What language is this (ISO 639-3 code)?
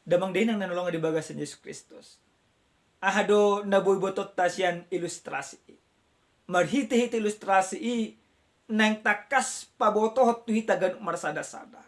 bbc